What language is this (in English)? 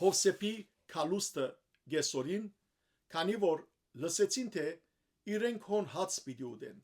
Western Armenian